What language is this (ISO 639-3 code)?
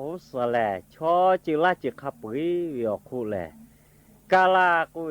lhu